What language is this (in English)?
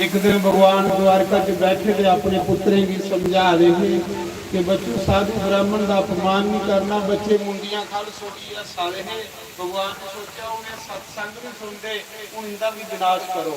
Dogri